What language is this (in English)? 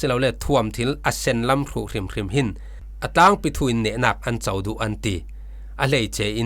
Falam Chin